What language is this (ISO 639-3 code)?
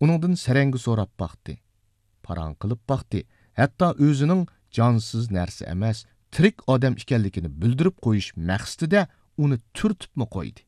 uig